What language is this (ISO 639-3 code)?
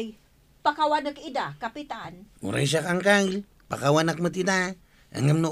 ilo